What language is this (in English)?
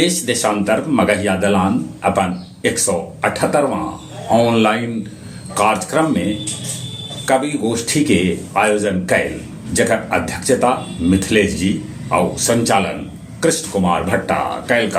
Magahi